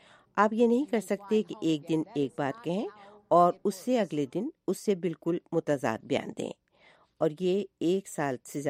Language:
Urdu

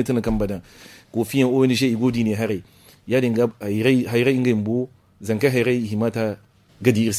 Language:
Zarma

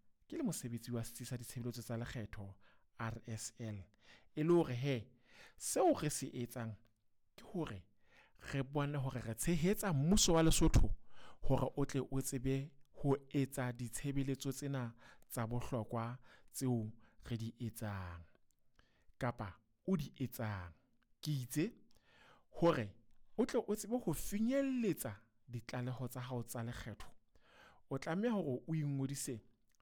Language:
Southern Sotho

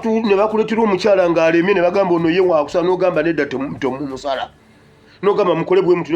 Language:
Ganda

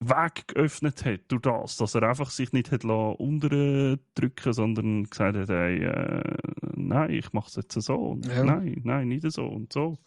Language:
Swiss German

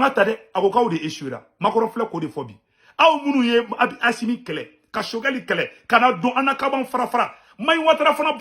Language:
Bambara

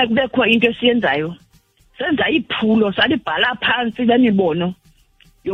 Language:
Xhosa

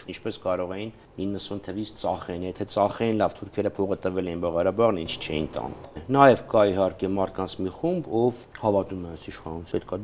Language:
Armenian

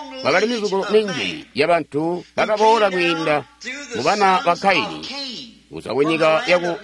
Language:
Tonga (Zambia)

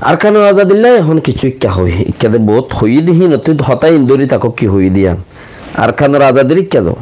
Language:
Rohingya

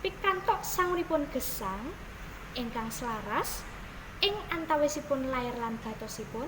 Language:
Javanese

